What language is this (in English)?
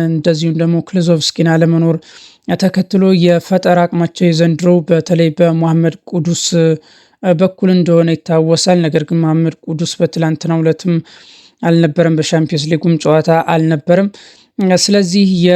Amharic